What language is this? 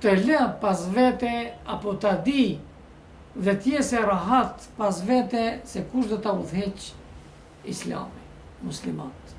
Albanian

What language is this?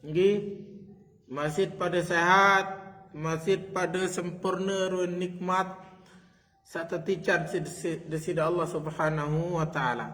Sasak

